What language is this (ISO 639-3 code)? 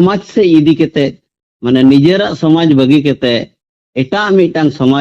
sat